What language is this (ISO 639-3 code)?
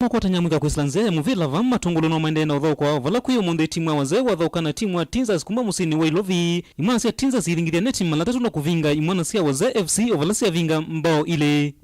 kam